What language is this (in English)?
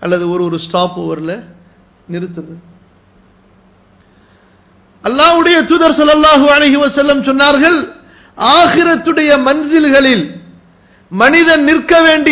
Tamil